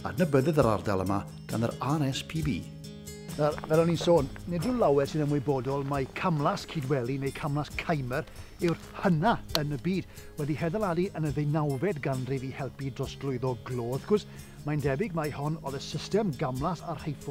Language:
Welsh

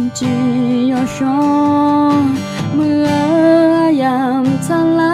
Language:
Akha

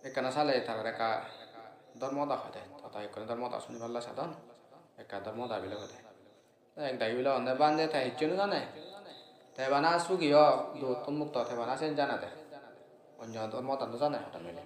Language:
Assamese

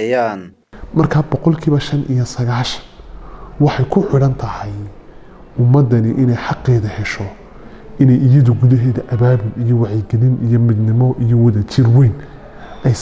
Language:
Somali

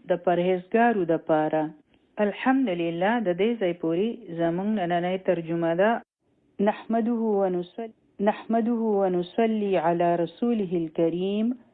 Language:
Pashto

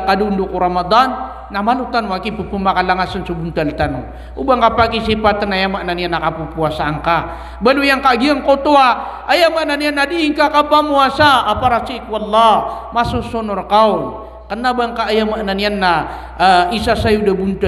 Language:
Maranao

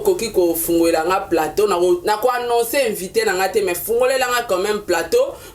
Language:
Lingala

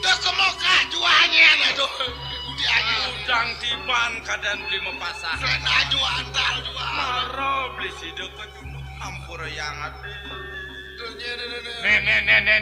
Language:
Balinese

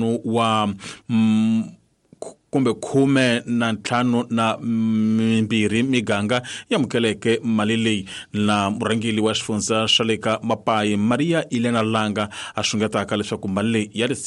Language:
Tsonga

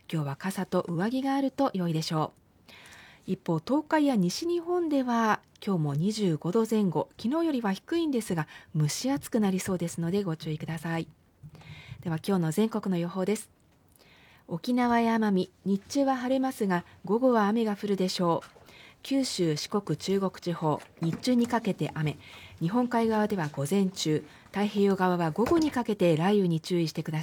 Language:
Japanese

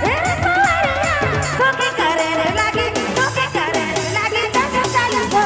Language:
Sadri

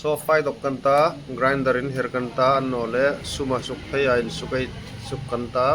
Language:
Hmar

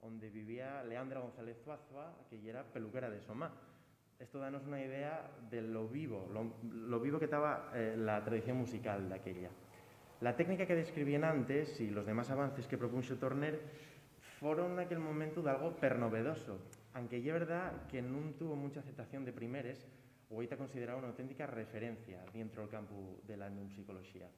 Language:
Asturian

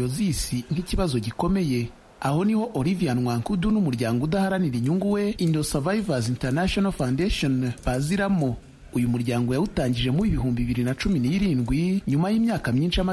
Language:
Kinyarwanda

